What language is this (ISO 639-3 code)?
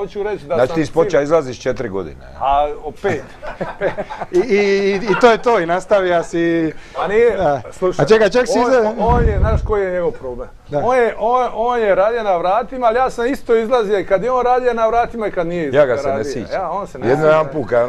hrv